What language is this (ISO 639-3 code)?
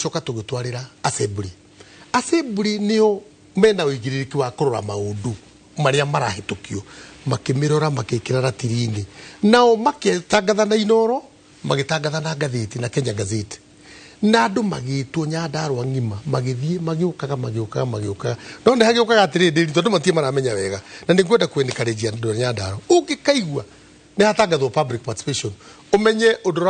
kik